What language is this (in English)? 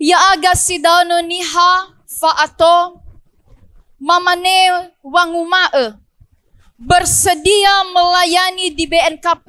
Nias